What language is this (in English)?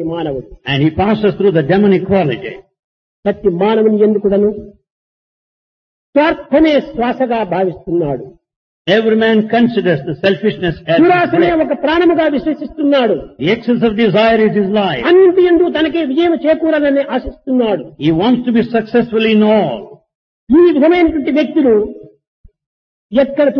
Telugu